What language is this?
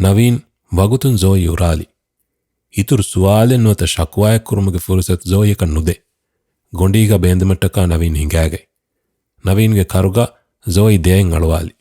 Divehi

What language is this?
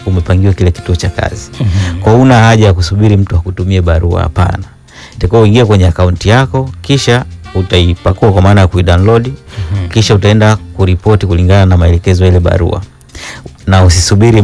Swahili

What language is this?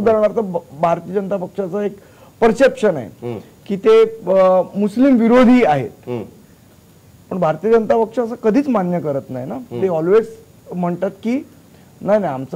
Marathi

